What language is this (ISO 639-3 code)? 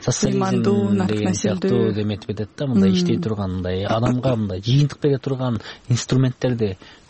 kir